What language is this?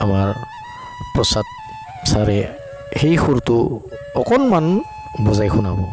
Assamese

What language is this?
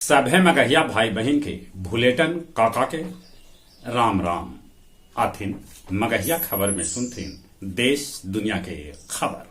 Magahi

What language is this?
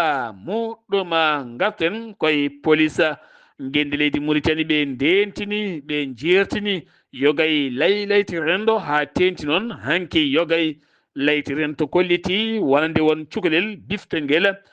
Fula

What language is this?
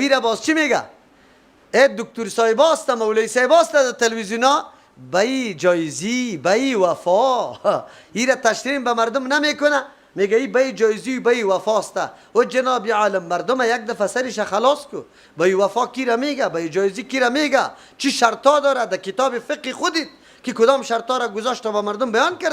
Persian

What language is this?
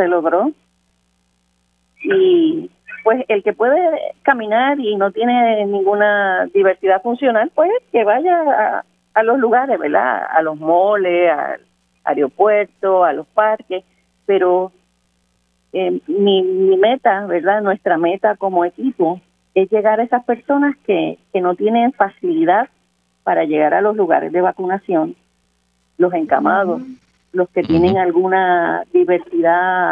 Spanish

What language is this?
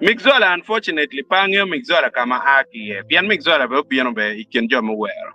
Acoli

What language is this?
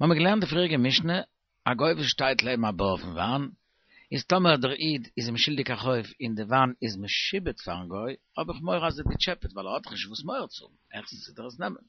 Yiddish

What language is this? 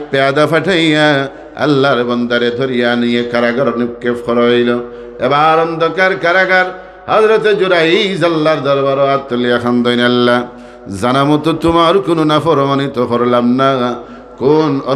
Sylheti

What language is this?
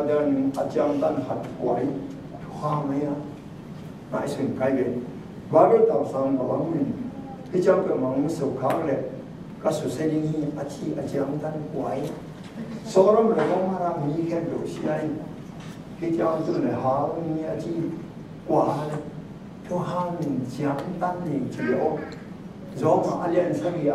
Tedim Chin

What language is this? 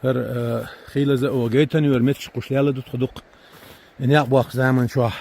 Chechen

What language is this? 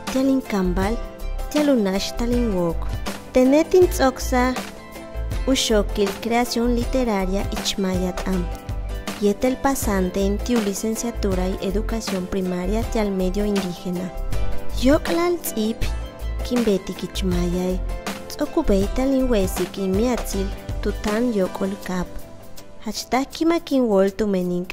Yucateco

